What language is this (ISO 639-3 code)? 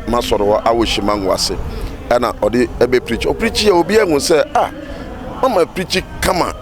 aka